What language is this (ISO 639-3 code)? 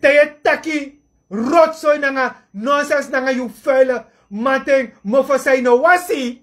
srn